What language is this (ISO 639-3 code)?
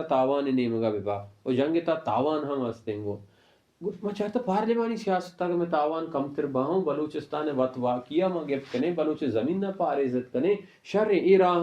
bal